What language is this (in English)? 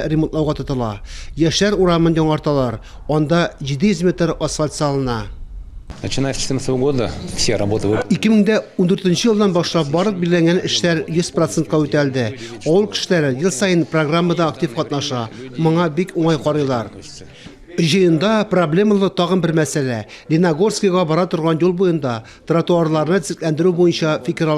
Tatar